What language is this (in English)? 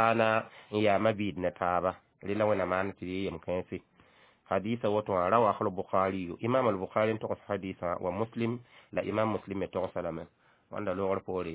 Mossi